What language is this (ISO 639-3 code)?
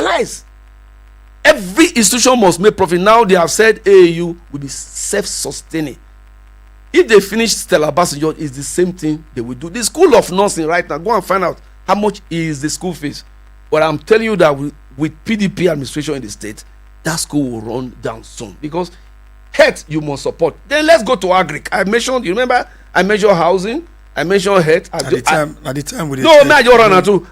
pcm